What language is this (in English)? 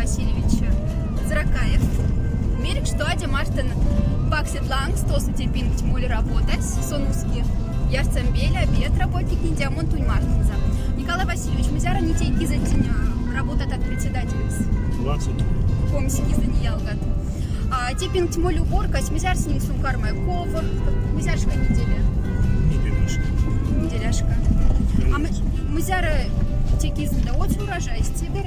Moksha